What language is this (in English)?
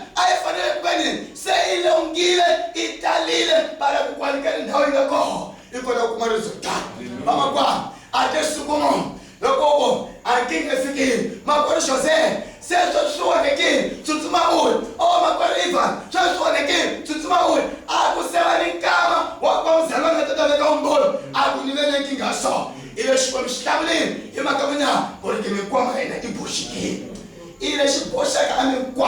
Tsonga